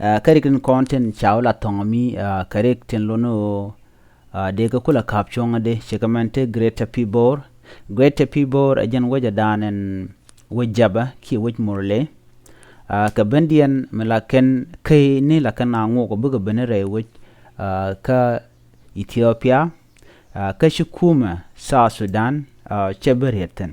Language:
Nuer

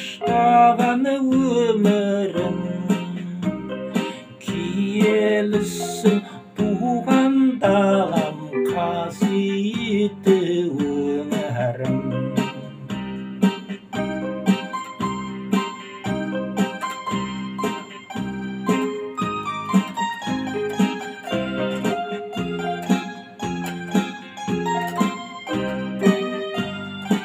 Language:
Kazakh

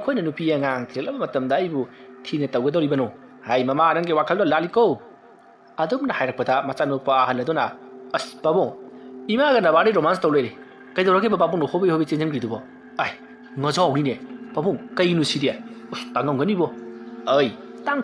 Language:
Manipuri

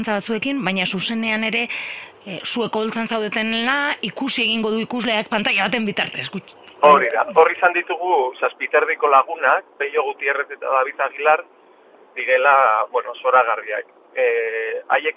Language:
Basque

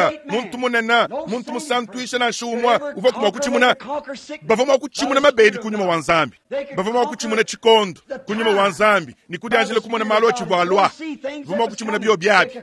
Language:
Luba-Lulua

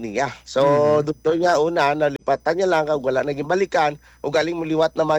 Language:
Hiligaynon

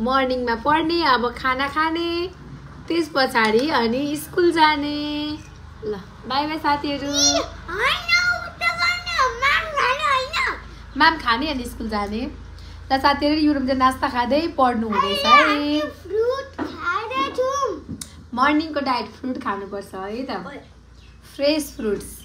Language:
Nepali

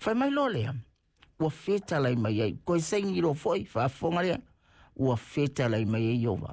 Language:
Samoan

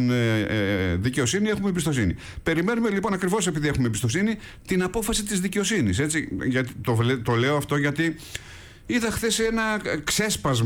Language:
Greek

